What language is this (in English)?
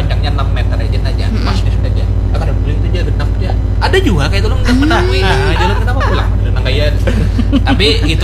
Banjar